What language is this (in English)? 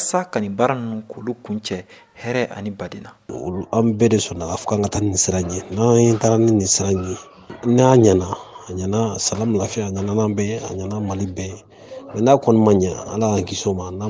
Bambara